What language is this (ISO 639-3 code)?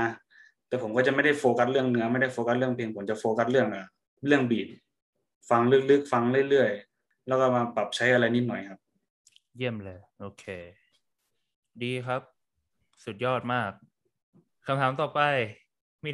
tha